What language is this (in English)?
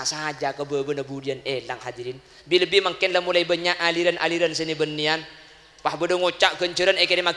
Madurese